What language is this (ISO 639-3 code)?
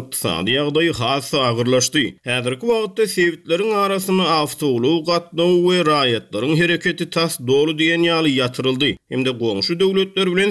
tuk